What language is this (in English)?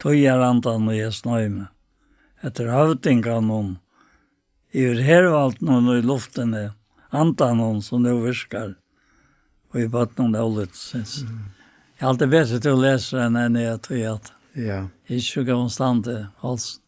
Faroese